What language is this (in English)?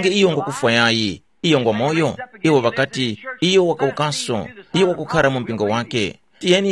Tumbuka